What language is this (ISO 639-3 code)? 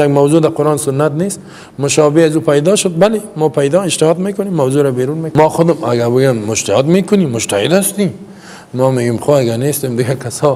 fas